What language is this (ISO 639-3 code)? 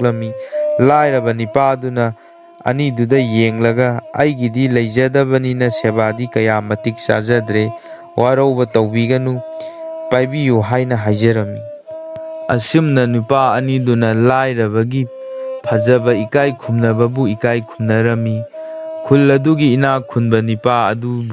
mni